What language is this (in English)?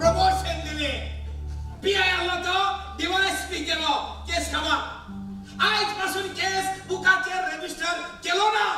Konkani